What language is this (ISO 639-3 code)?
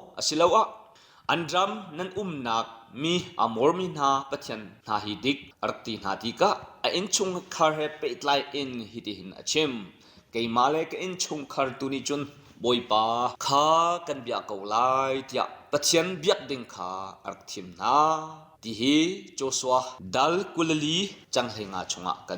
cnh